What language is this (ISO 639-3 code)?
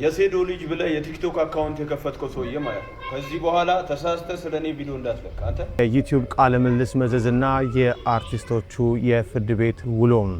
amh